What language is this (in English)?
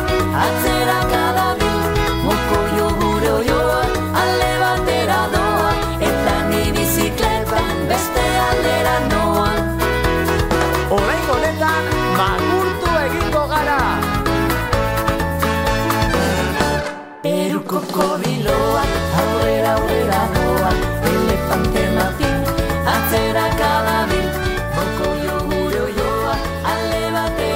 Basque